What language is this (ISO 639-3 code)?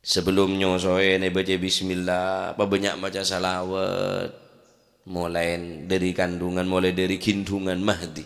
mad